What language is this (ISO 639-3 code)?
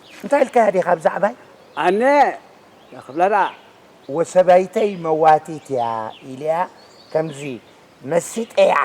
tir